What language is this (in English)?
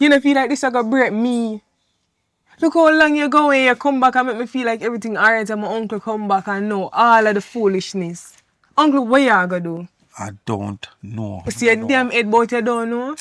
Jamaican Creole English